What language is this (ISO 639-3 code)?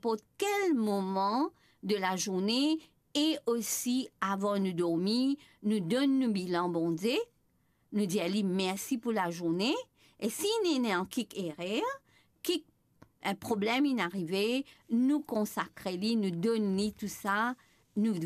mfe